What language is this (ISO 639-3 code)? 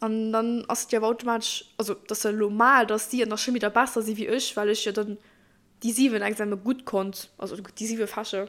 ltz